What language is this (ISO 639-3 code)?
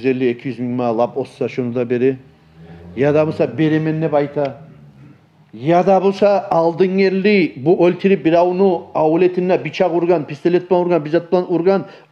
kum